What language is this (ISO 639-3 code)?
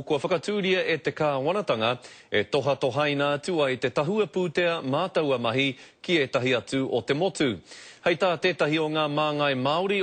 mri